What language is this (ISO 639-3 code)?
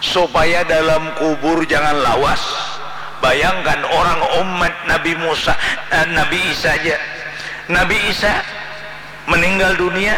bjn